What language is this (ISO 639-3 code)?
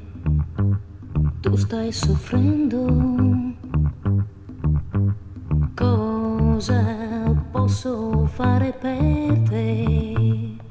ita